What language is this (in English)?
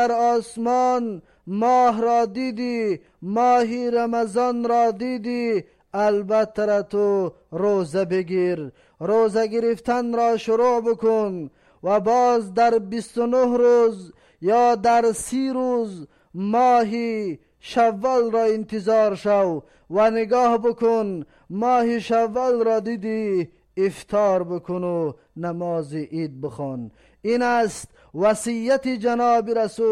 Tajik